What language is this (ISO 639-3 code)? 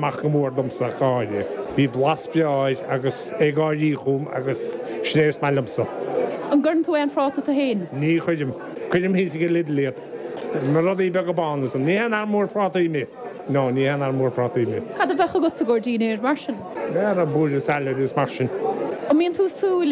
gle